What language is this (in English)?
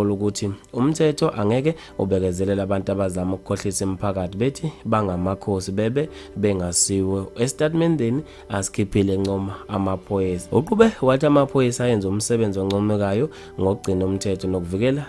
Zulu